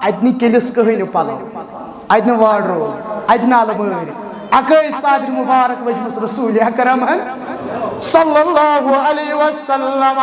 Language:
Kashmiri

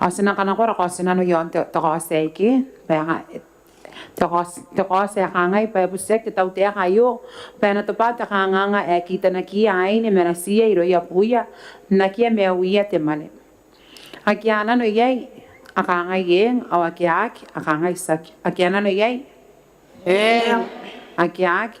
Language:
Gilbertese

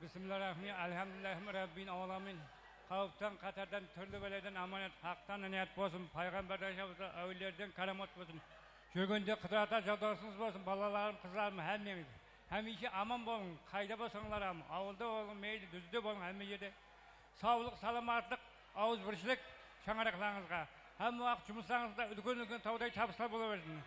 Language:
Kara-Kalpak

